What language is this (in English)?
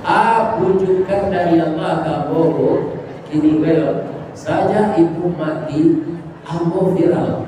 Minangkabau